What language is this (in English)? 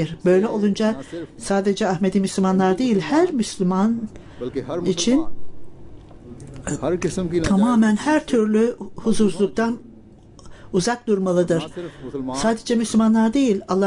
Turkish